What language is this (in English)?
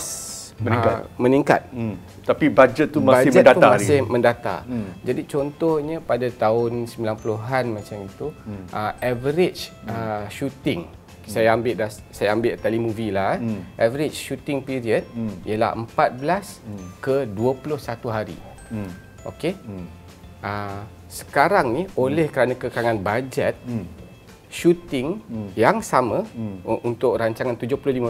Malay